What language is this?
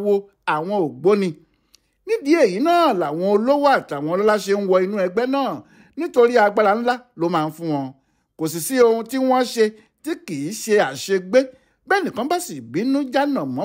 Yoruba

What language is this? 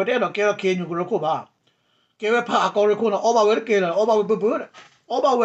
S'gaw Karen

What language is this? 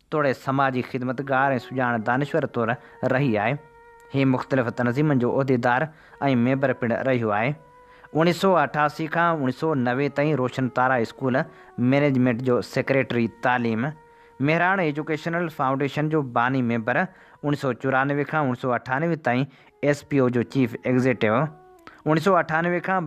Sindhi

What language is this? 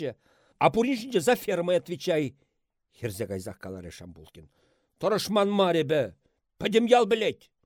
Chuvash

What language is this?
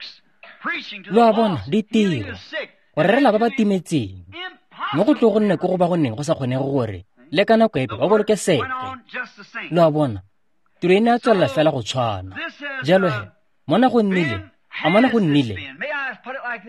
Tswana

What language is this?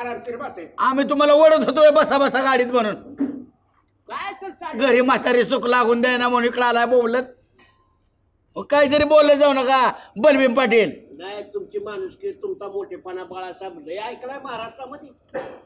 Marathi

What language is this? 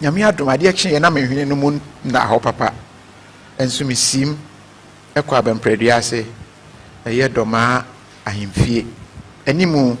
Akan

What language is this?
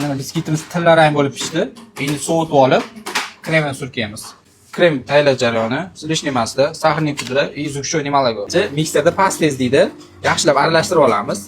Uzbek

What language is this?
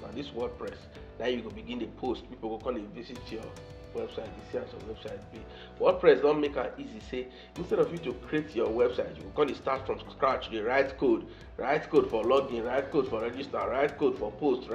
Nigerian Pidgin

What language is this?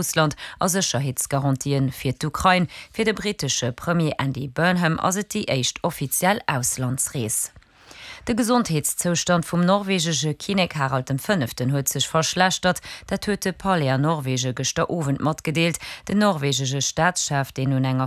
Luxembourgish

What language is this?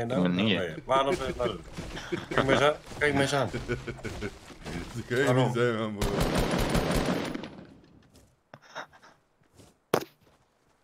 Dutch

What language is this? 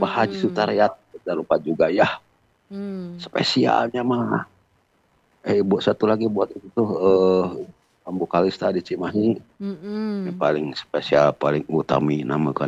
Indonesian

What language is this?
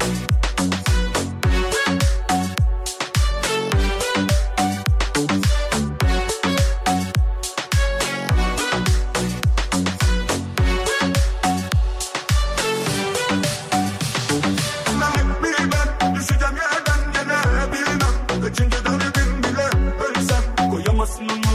Turkish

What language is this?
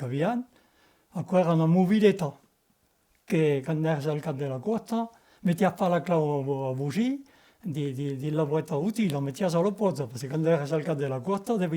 Occitan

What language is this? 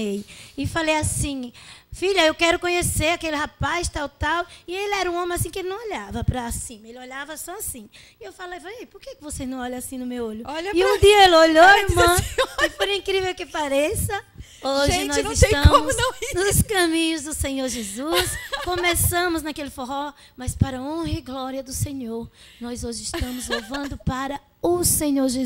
Portuguese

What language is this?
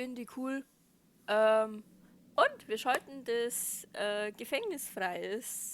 Bavarian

